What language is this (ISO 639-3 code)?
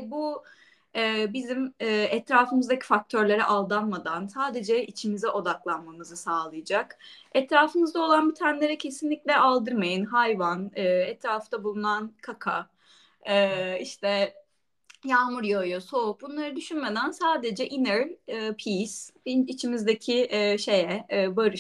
tur